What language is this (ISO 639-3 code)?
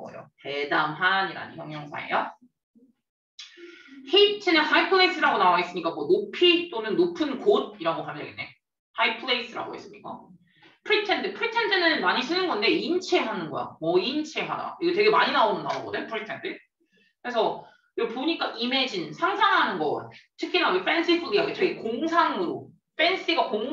kor